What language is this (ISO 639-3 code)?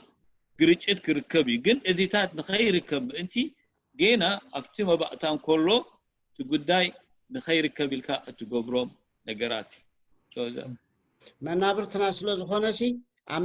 tir